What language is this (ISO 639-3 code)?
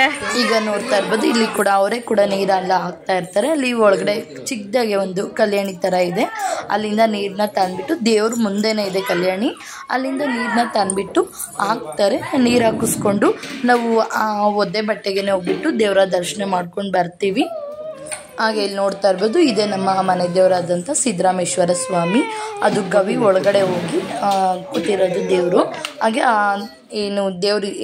kan